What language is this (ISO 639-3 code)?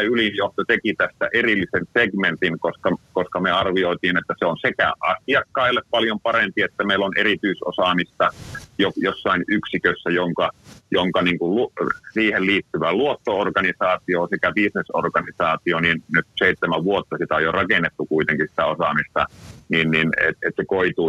fin